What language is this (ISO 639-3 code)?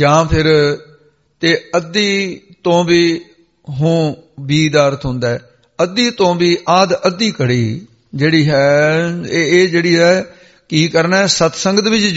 pan